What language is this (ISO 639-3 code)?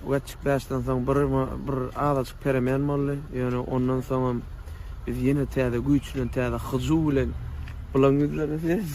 tuk